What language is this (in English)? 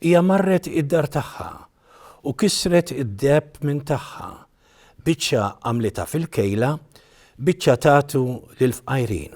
Maltese